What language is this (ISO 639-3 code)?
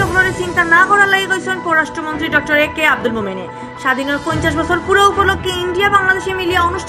syl